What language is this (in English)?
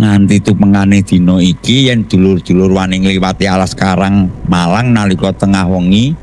Javanese